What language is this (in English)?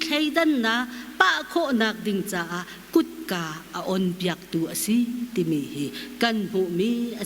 Hakha Chin